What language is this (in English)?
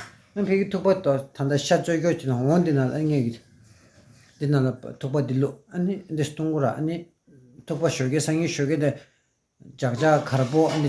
Tibetan